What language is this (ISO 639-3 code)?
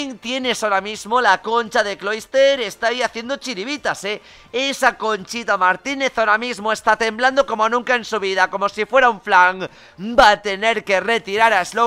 spa